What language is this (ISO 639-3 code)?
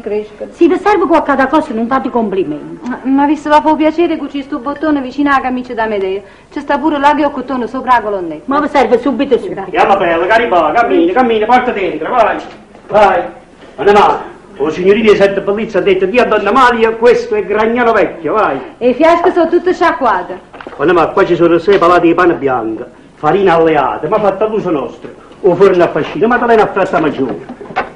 nap